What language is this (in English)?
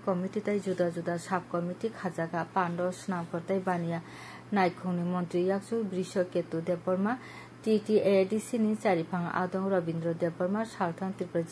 Kok Borok